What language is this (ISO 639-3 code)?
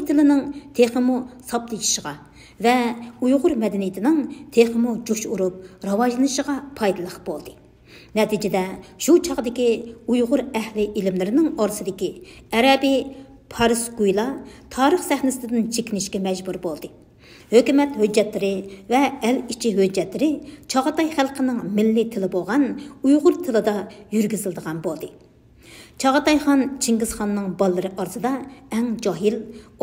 uig